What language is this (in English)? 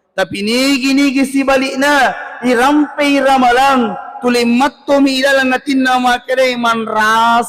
Buginese